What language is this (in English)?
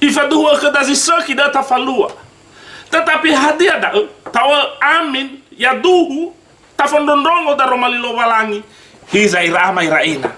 Nias